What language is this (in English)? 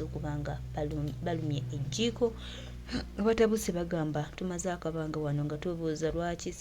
Ganda